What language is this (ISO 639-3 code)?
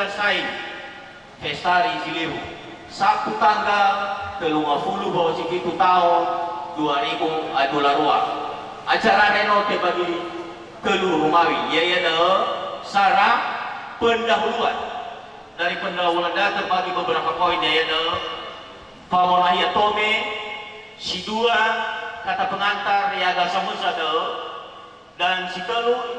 nia